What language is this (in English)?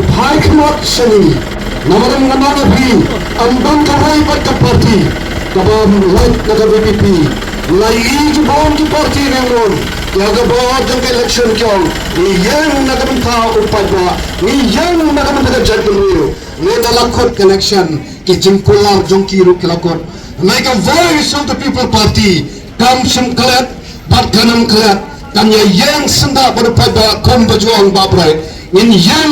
Khasi